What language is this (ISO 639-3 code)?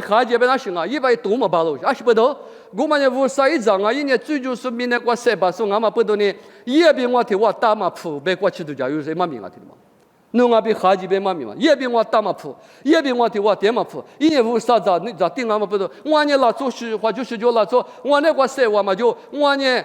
lis